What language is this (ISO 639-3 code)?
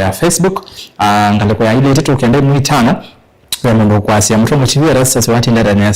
kam